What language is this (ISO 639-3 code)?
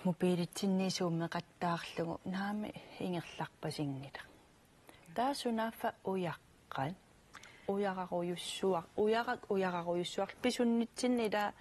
kal